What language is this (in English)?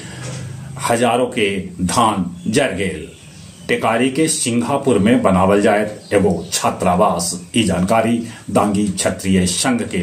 Magahi